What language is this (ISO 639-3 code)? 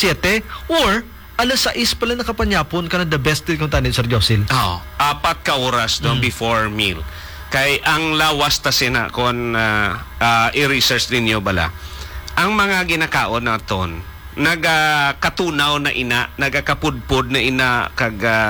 hil